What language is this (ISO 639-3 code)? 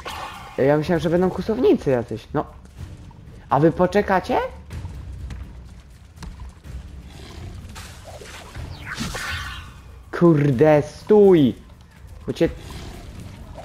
pol